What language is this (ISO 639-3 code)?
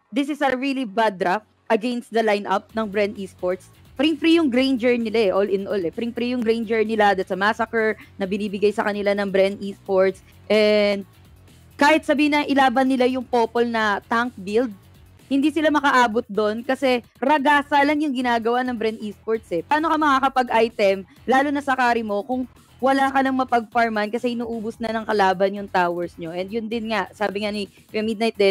fil